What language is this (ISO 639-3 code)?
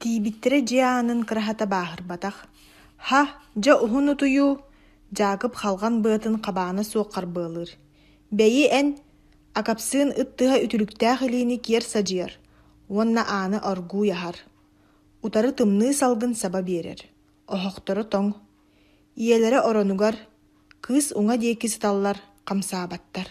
sah